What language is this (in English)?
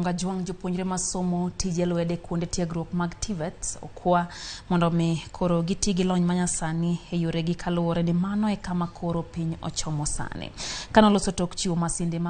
Luo (Kenya and Tanzania)